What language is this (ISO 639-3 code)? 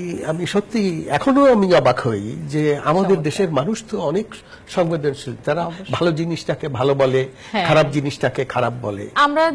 ben